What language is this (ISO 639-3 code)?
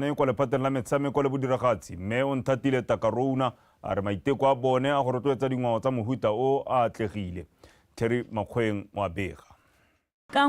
tsn